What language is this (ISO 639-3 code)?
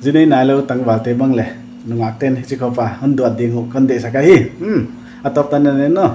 pck